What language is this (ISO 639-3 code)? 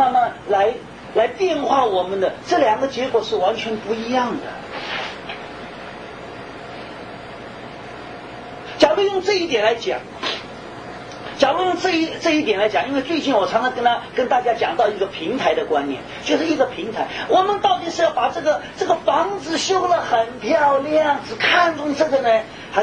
zho